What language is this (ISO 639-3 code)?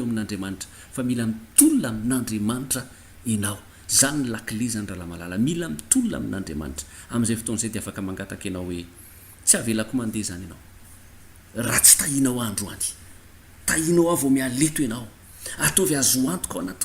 mlg